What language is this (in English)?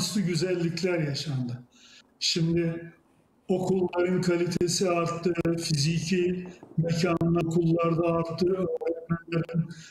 Turkish